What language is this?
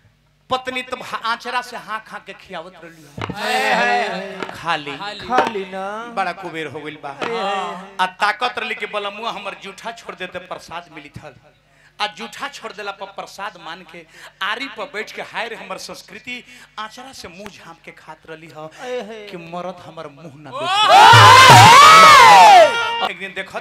Bhojpuri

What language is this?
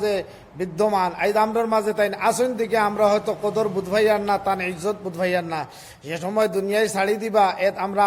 Sylheti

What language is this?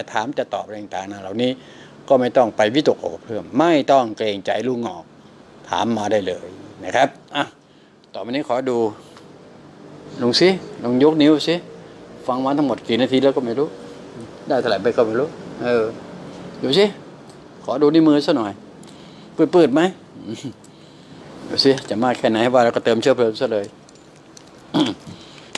Thai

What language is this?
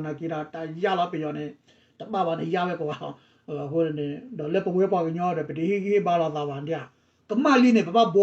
S'gaw Karen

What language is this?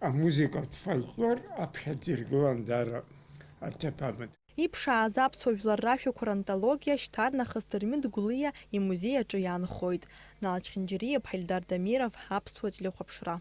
Abkhazian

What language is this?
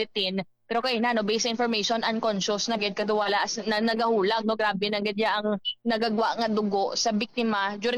Hiligaynon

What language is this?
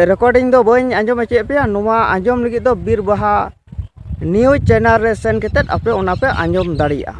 Santali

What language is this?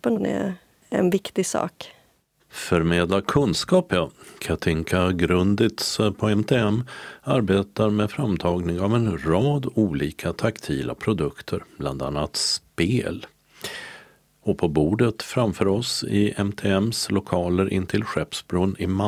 Swedish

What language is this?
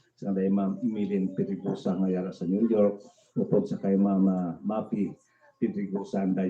Hiligaynon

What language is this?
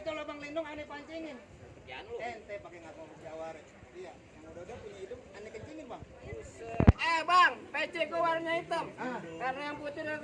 Betawi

